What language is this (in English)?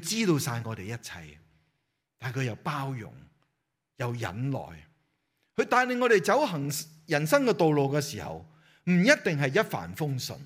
Cantonese